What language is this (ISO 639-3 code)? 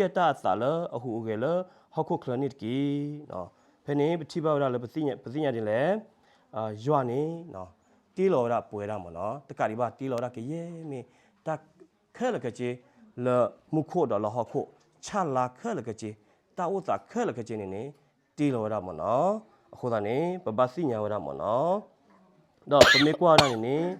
ksw